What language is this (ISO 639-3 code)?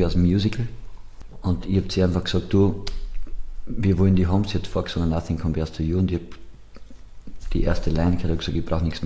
deu